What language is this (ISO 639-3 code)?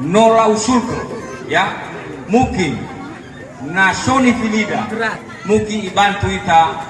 nia